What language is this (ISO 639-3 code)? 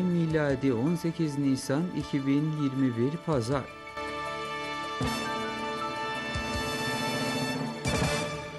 tur